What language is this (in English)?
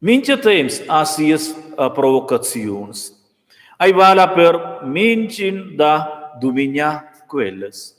Romansh